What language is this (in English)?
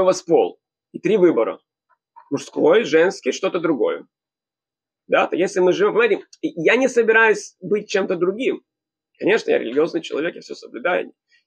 Russian